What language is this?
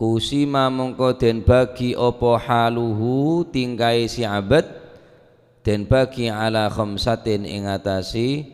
Madurese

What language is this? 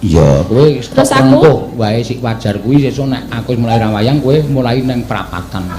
Javanese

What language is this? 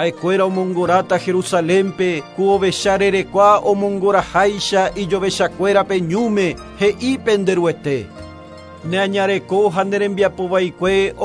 Guarani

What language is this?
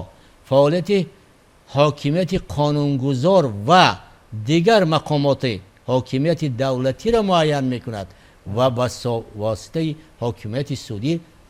Tajik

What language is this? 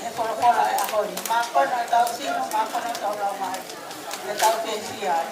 Tongan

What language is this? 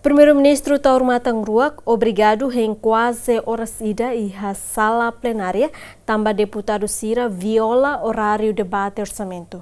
Tetum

